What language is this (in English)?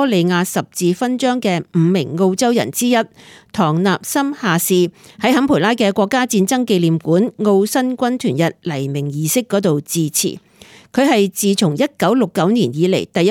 Cantonese